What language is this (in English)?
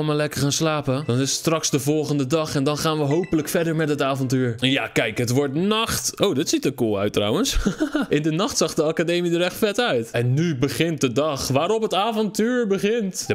Dutch